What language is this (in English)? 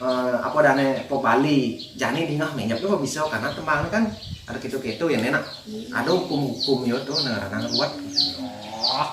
Balinese